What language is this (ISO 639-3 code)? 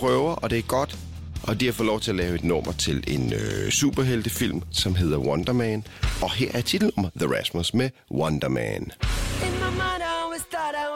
dan